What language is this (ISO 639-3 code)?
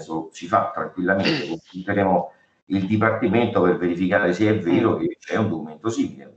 ita